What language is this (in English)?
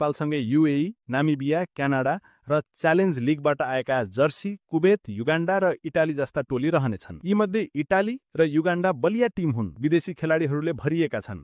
Nepali